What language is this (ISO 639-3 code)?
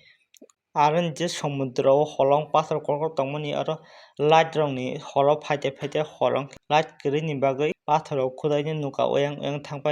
trp